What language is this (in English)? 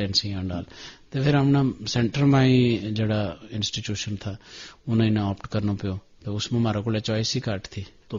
Gujari